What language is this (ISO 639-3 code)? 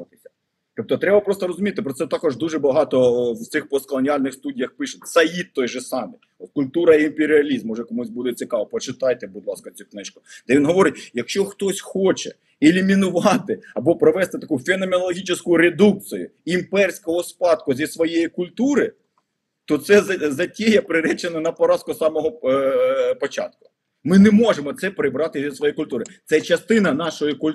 ukr